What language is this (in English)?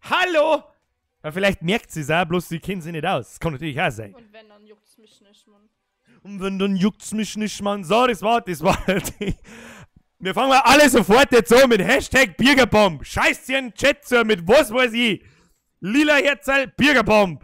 Bavarian